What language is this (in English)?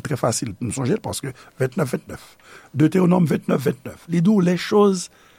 Haitian Creole